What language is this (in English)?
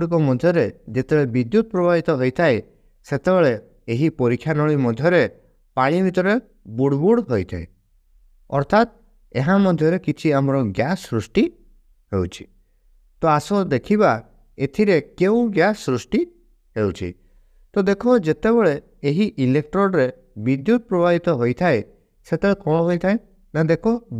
Odia